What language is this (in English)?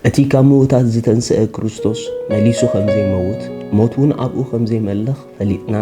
Tigrinya